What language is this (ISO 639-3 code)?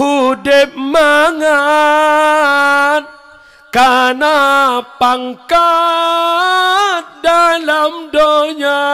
ace